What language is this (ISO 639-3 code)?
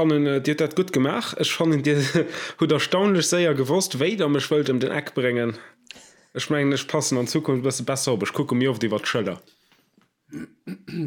ltz